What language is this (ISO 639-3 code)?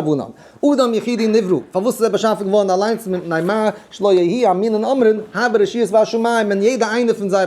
yid